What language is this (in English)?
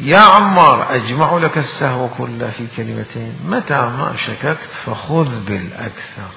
Mesopotamian Arabic